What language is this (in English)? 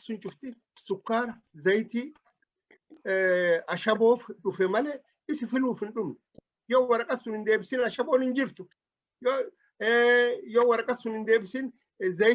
Oromo